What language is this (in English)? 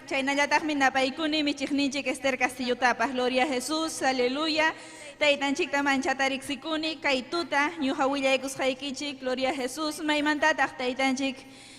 Ayacucho Quechua